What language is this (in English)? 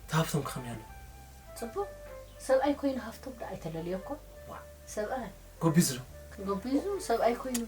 Tigrinya